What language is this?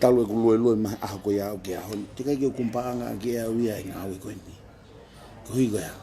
Tongan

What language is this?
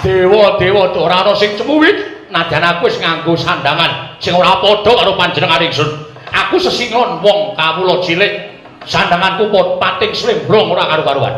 Javanese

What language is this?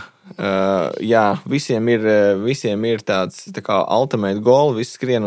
Latvian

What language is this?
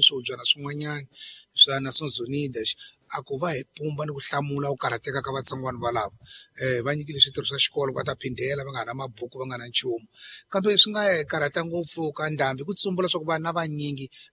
Tsonga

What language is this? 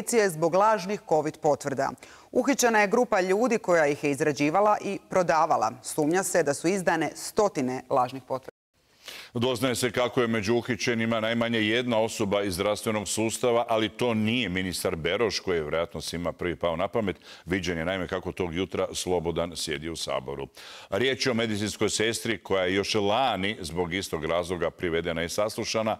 Croatian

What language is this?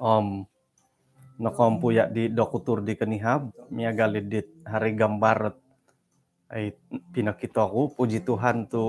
Central Dusun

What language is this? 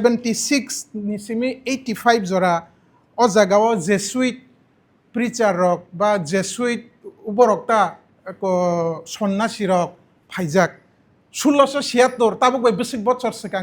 Kok Borok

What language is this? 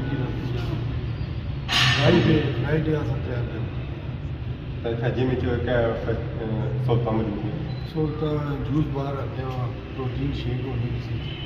Pahari-Potwari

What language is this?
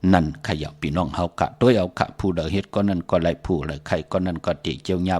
Shan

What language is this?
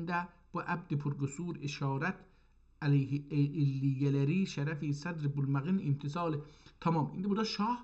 South Azerbaijani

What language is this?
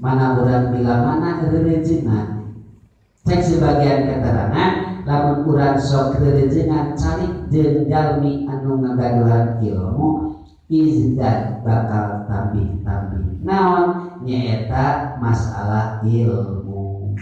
Sundanese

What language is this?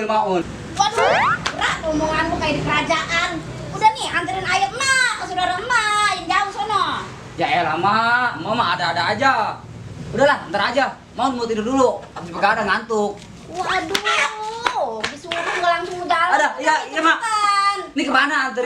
Betawi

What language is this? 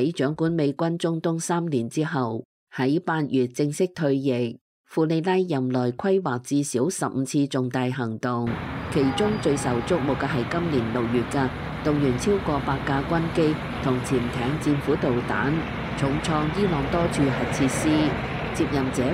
Cantonese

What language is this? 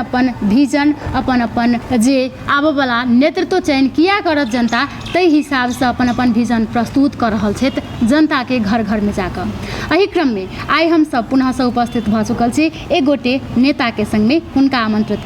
Maithili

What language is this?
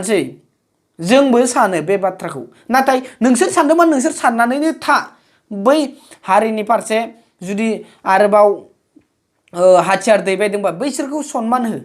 Bodo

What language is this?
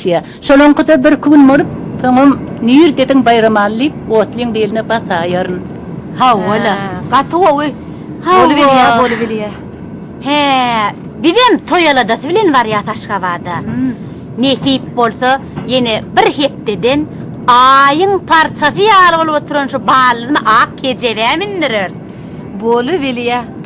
Turkmen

